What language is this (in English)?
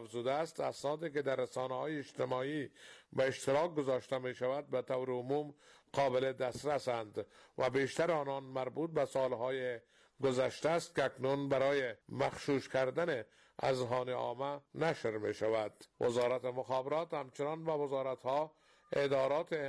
Persian